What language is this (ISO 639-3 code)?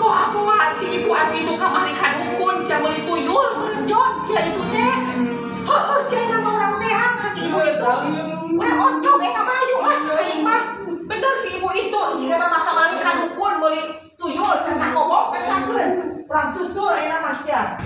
sun